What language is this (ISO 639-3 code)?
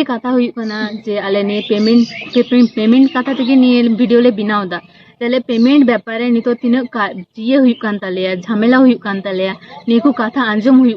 sat